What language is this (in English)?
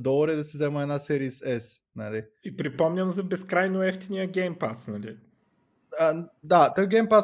Bulgarian